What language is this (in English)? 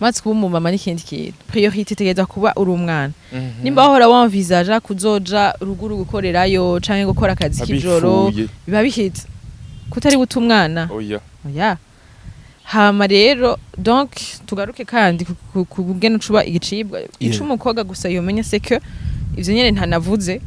Rundi